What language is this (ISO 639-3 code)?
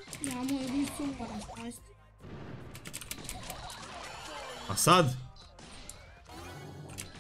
hrv